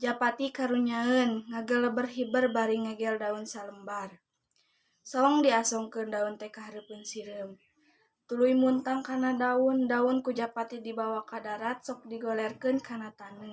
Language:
Sundanese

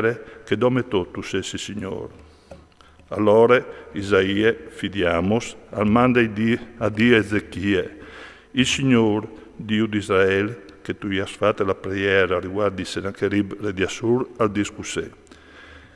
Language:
Friulian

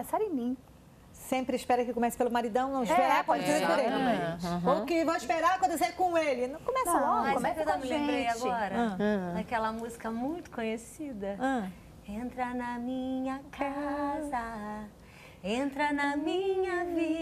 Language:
Portuguese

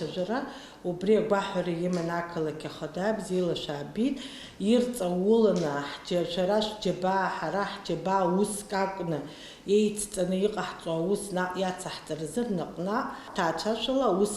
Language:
Abkhazian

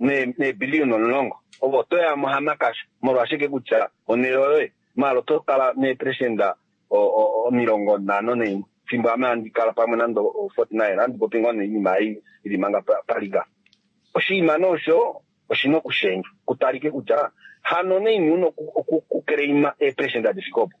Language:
Kuanyama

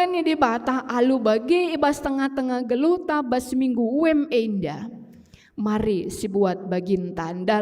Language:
Batak Karo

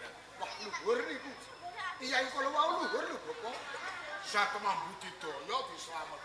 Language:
Javanese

